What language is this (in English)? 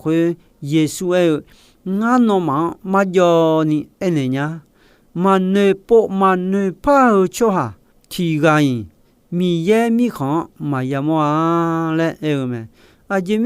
Akha